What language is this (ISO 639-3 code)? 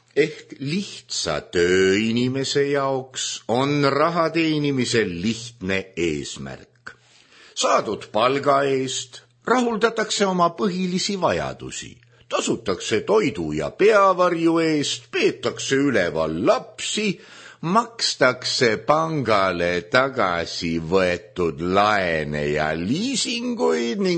est